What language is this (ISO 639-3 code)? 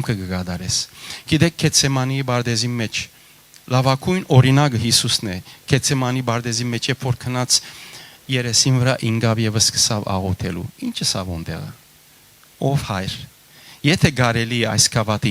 hyw